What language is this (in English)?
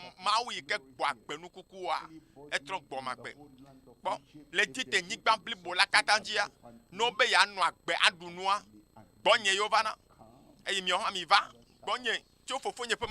Ewe